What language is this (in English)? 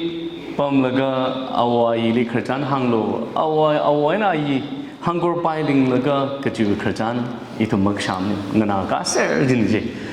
Tangkhul Naga (India)